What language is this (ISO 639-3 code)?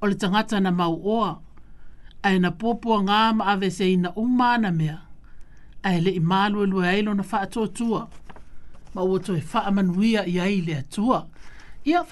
smo